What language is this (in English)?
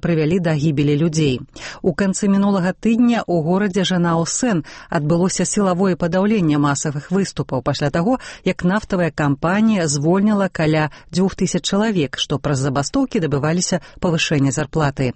Belarusian